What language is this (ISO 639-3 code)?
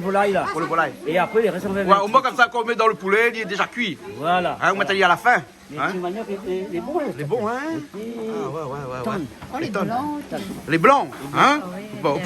rcf